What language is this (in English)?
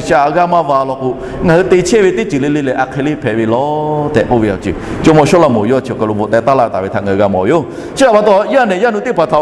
Lahu